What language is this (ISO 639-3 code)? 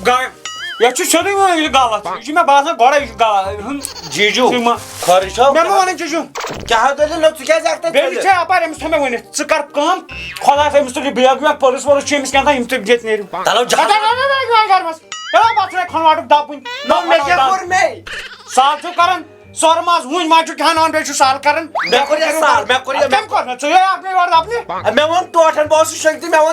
kas